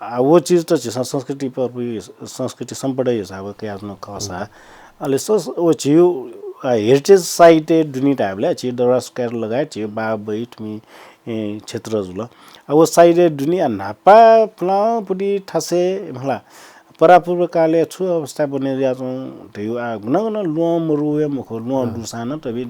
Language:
Newari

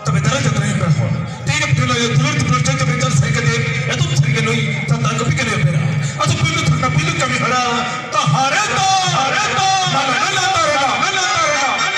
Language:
Santali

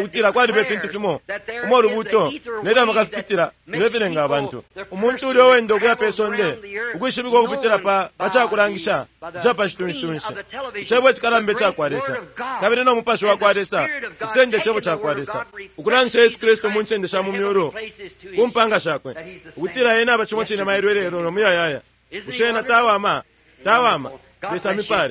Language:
Bemba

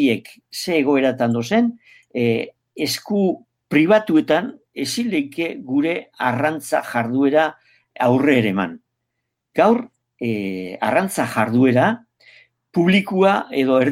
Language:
Basque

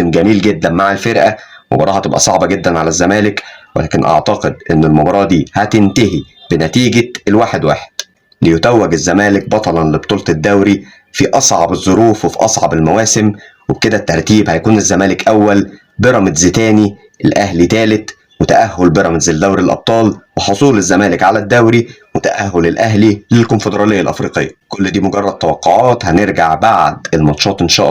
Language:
Egyptian Arabic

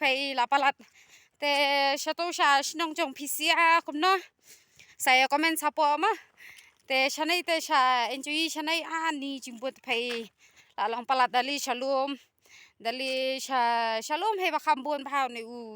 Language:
Khasi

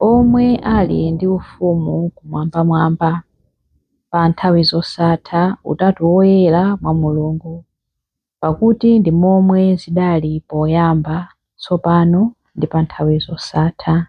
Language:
Nyanja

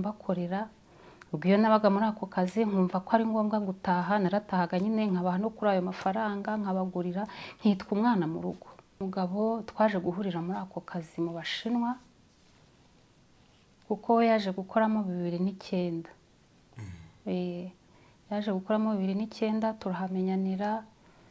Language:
Kinyarwanda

